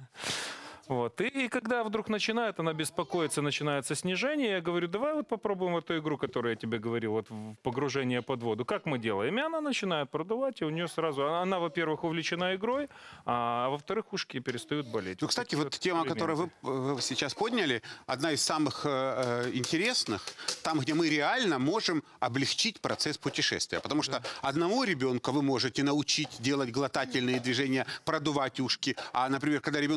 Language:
Russian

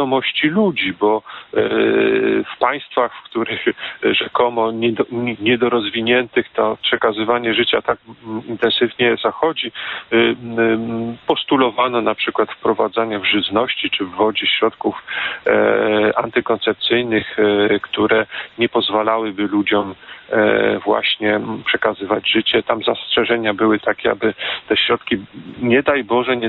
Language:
Polish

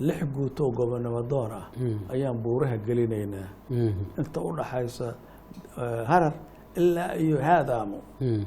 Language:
Somali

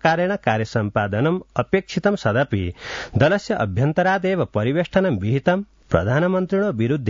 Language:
Sanskrit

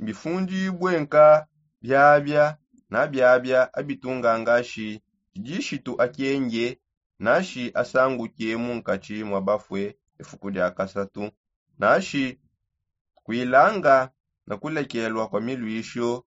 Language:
Songe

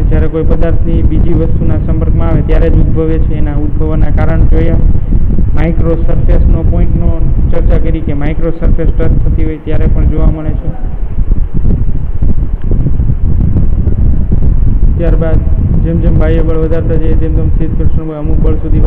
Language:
Gujarati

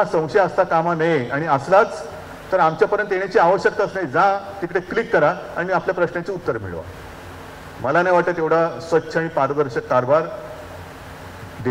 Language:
Marathi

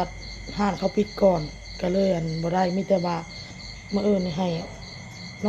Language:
Northeastern Thai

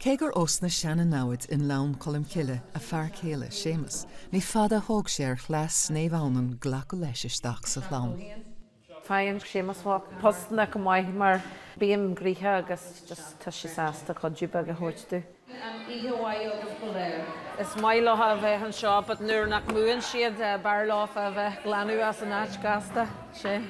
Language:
Irish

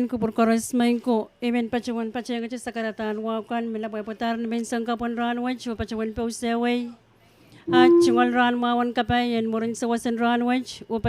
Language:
Pohnpeian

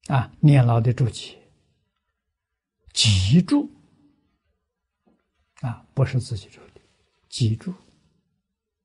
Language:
Chinese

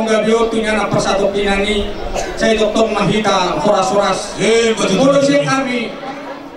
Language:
Batak Toba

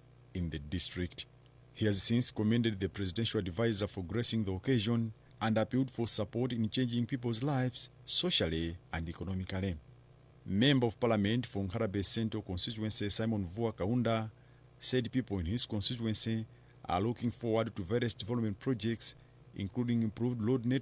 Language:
English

